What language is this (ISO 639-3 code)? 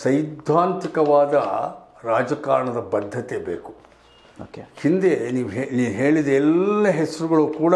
kan